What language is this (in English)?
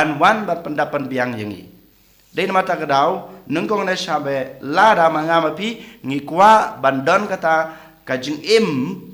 Khasi